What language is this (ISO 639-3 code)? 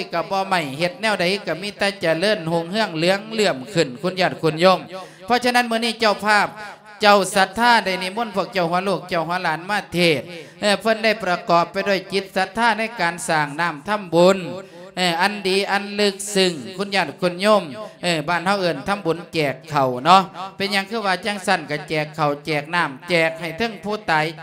lao